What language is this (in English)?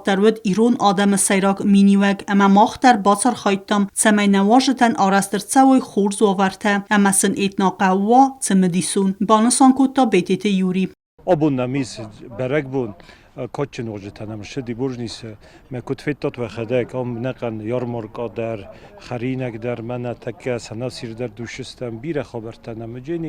Ossetic